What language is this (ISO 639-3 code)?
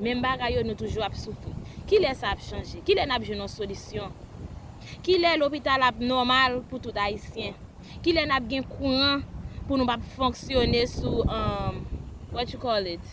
hat